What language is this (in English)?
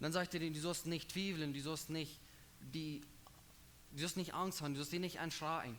Plautdietsch